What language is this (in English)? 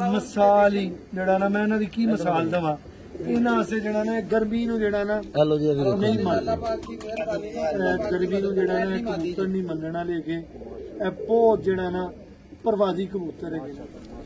Punjabi